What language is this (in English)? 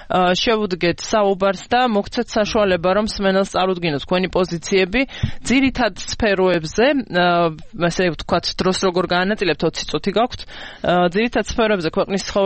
Georgian